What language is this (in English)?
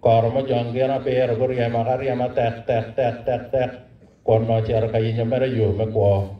Acoli